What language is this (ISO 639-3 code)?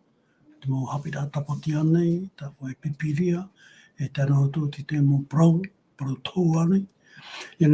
tah